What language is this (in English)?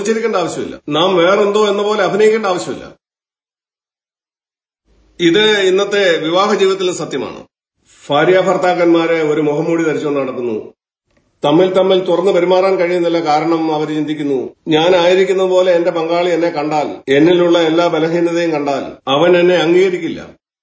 Malayalam